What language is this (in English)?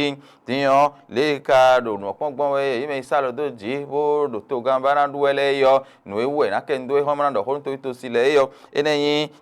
Fon